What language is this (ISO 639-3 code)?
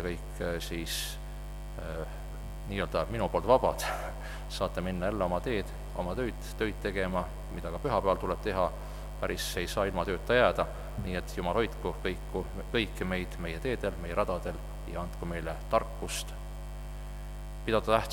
est